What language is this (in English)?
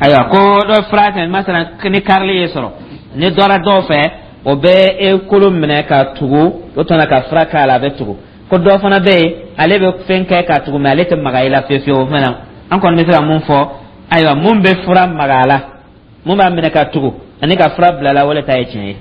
Dyula